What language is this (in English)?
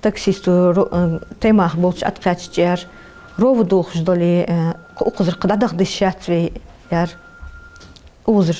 Ingush